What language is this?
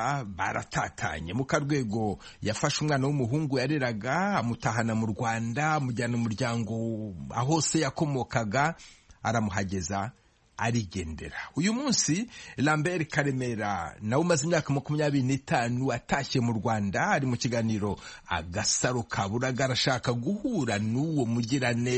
Kinyarwanda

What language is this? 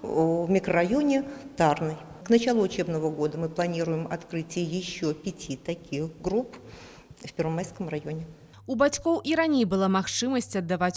Belarusian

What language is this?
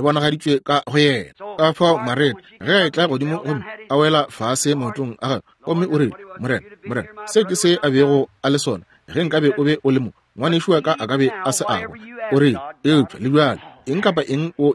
Northern Sotho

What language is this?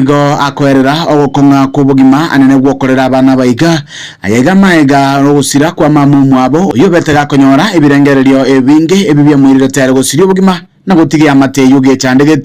Gusii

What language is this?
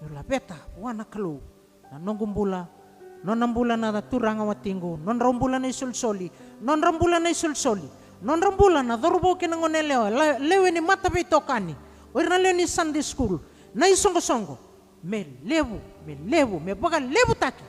Fijian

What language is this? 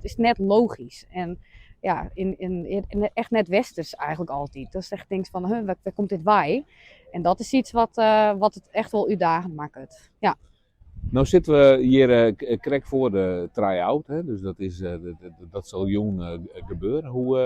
Western Frisian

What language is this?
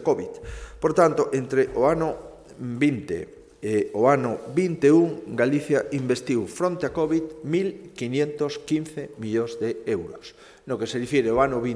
Galician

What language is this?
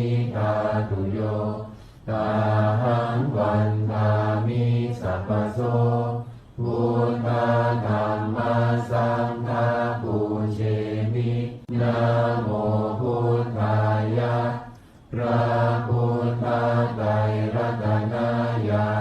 Pali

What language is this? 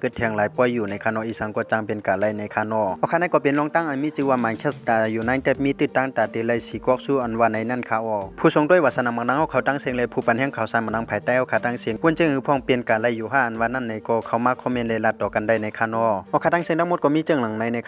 Shan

